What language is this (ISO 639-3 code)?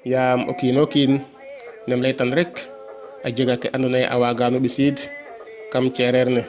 srr